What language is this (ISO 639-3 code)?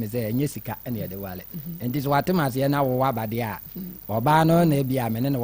aka